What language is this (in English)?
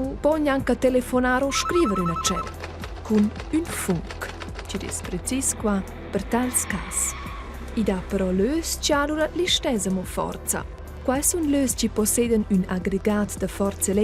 Romansh